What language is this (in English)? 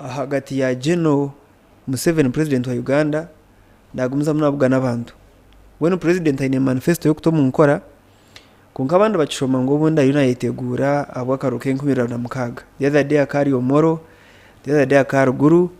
Nyankole